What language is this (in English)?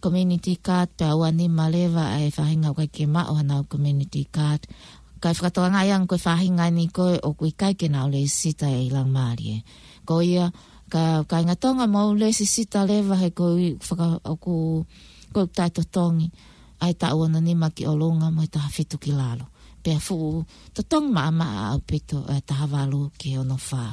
Tongan